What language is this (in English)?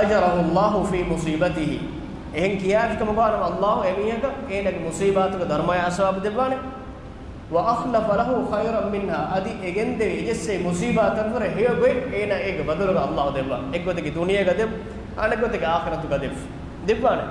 Divehi